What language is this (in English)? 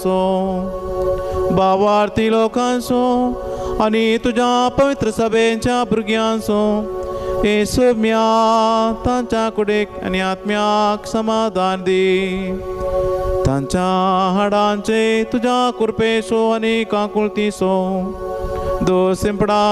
Konkani